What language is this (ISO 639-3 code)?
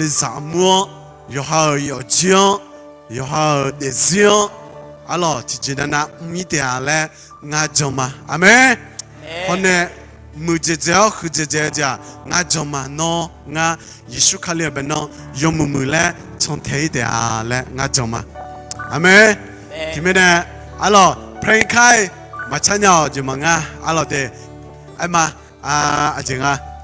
ahk